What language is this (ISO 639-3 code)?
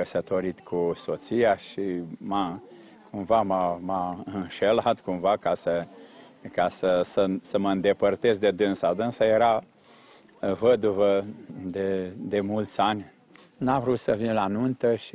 ron